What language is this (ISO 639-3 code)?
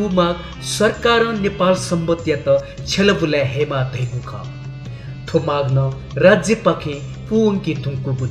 new